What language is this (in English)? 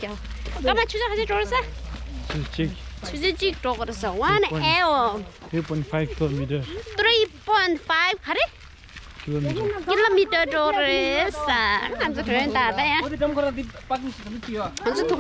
Tibetan